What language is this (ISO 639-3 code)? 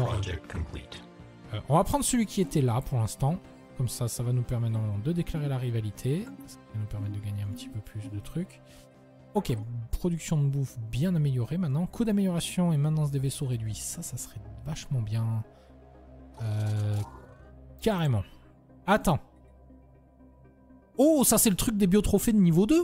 fra